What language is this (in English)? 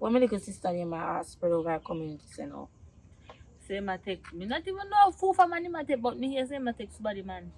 Jamaican Creole English